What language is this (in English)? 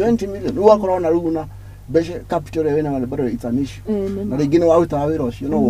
Kikuyu